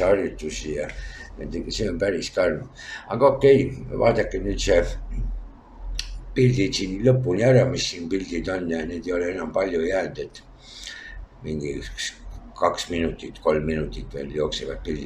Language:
Estonian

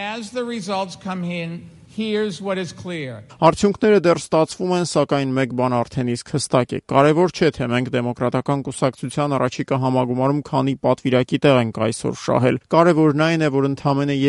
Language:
Armenian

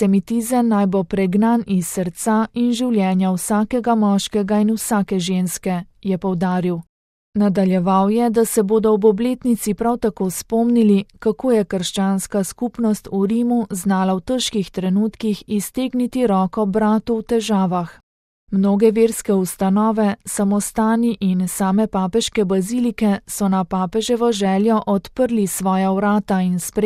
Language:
Slovenian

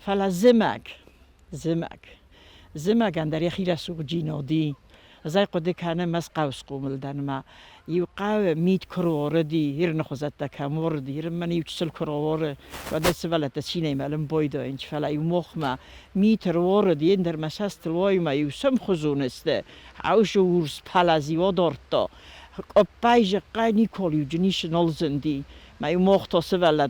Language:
Ossetic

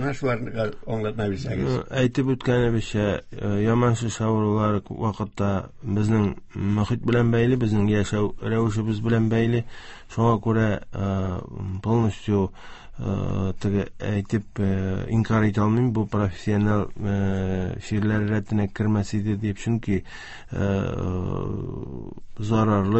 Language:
Tatar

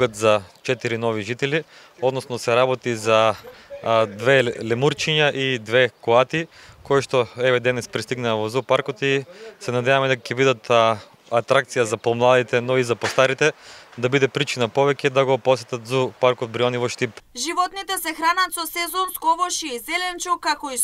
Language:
Macedonian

